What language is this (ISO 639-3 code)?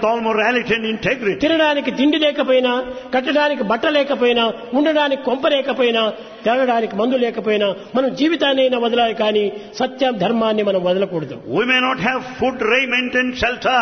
tel